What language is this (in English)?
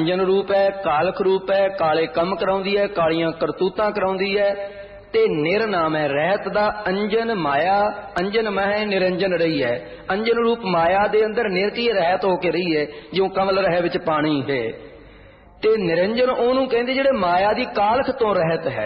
Punjabi